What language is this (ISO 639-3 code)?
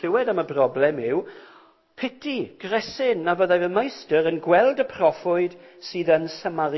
cym